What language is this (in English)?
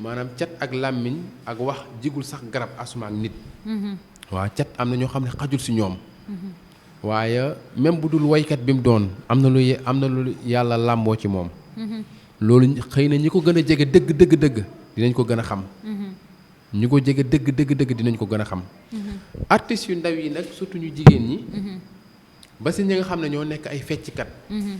Wolof